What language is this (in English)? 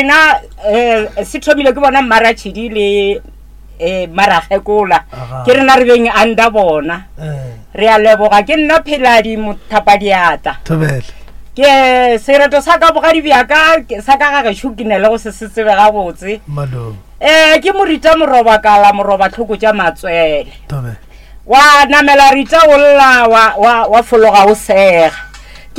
Northern Sotho